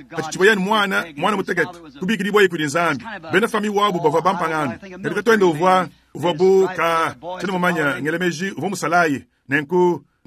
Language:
Luba-Lulua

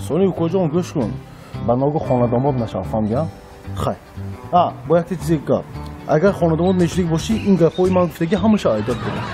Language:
Tajik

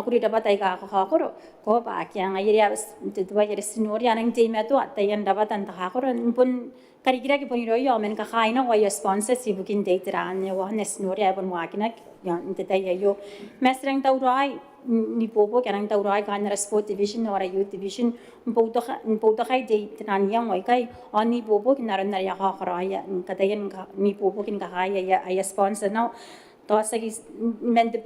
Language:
Gilbertese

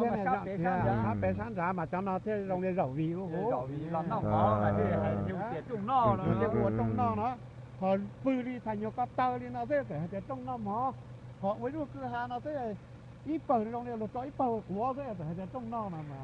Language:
Hmong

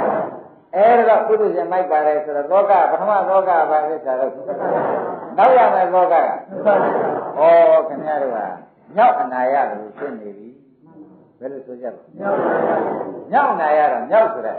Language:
Burmese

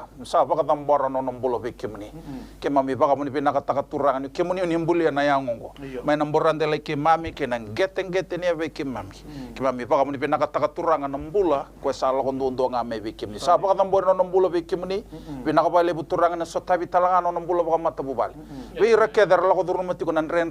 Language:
Fijian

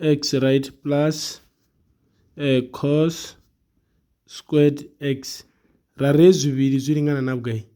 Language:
Venda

